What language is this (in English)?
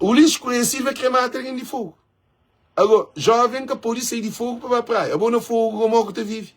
Kabuverdianu